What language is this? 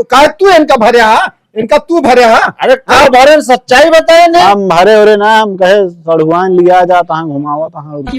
Awadhi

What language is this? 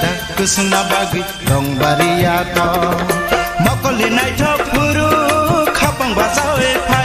Kok Borok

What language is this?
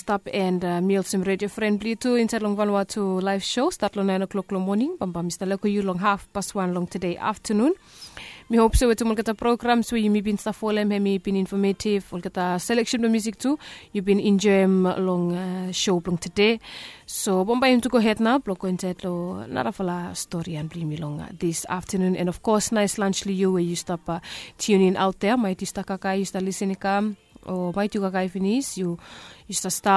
Bislama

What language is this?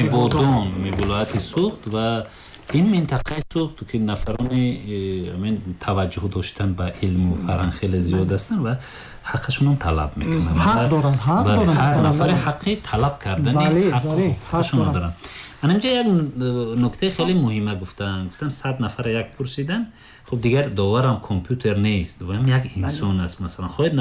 Tajik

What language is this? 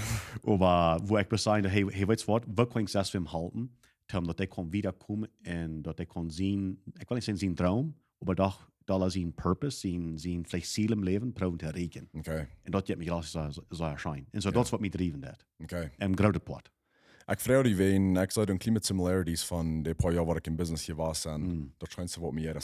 Plautdietsch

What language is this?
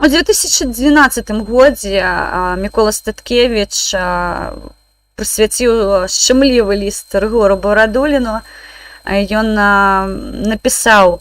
Belarusian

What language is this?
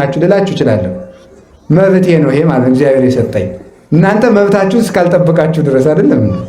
Amharic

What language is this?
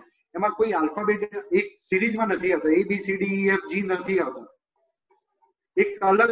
Gujarati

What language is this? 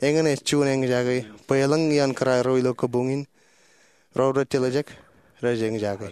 Marshallese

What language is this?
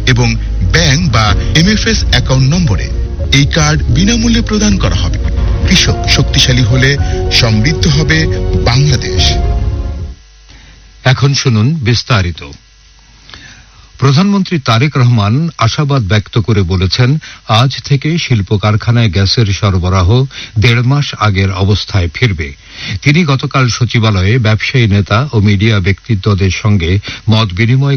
Bangla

